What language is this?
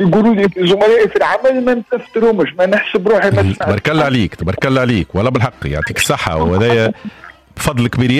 Tunisian Arabic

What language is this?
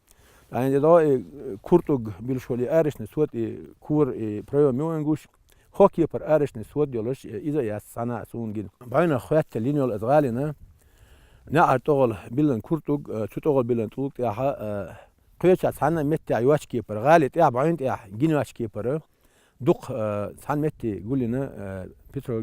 Chechen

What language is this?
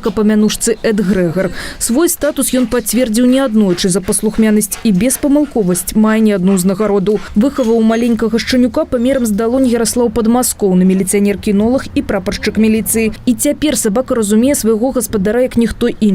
Belarusian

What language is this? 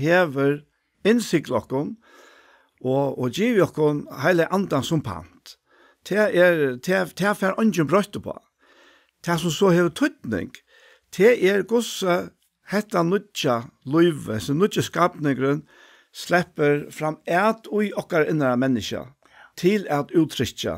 Faroese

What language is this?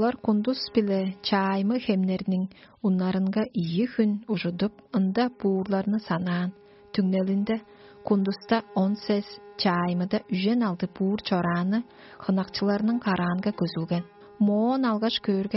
Tuvinian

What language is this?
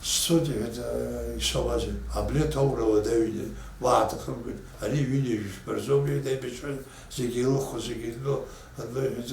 Abkhazian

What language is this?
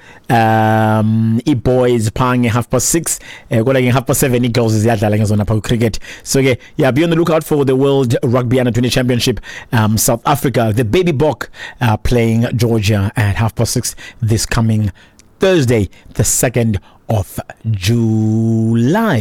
Xhosa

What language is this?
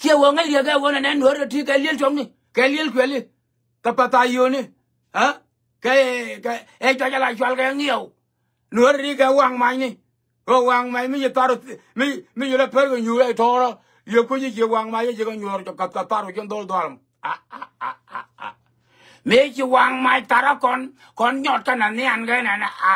Nuer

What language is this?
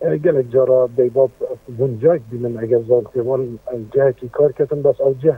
Kurdish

